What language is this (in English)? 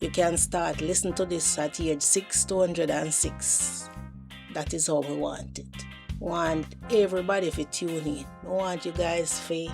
Jamaican Creole English